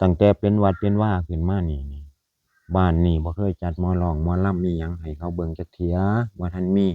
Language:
Northeastern Thai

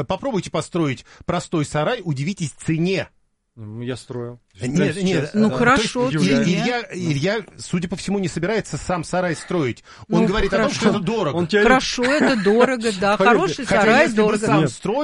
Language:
Russian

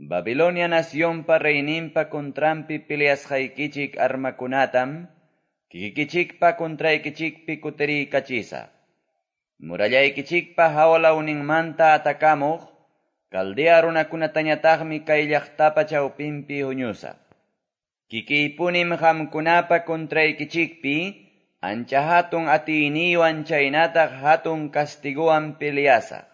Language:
Quechua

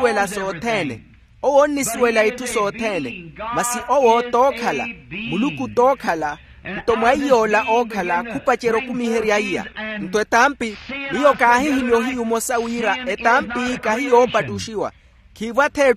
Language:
Makhuwa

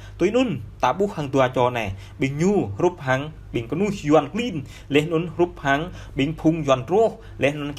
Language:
Jarai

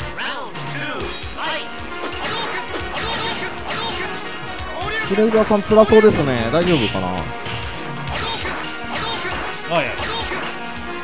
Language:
Japanese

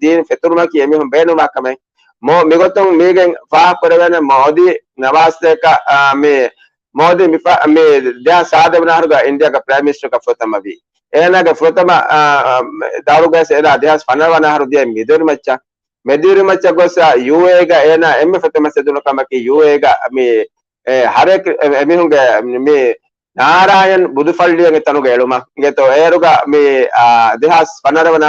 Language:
Divehi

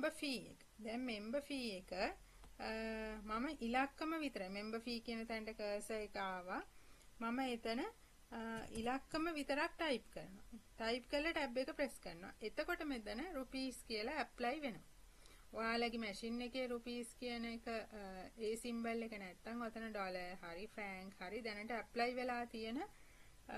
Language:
Sinhala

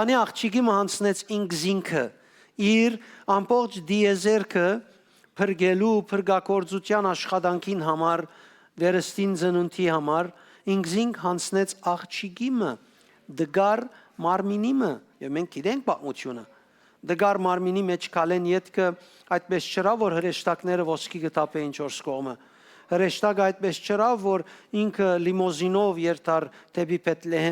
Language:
Western Armenian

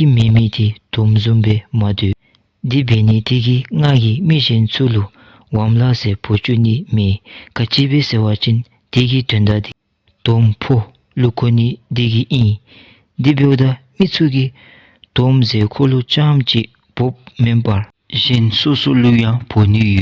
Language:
Dzongkha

